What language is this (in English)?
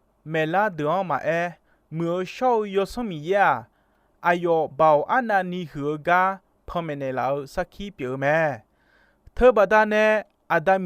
Akha